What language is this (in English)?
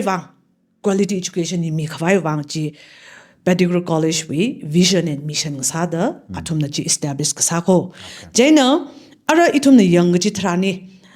Tangkhul Naga (India)